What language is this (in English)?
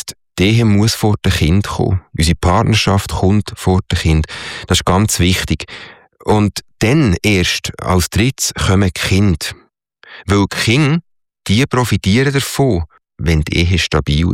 German